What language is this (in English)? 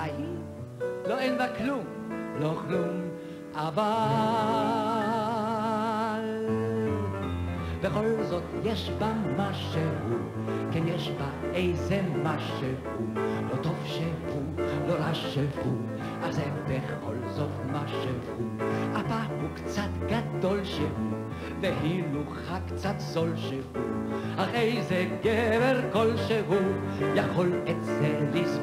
Hebrew